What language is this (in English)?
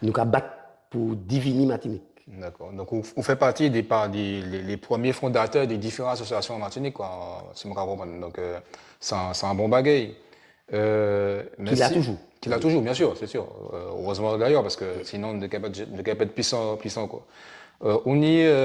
Guadeloupean Creole French